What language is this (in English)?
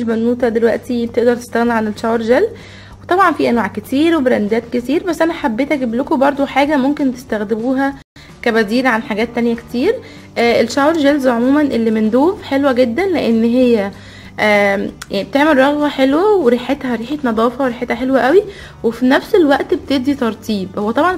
Egyptian Arabic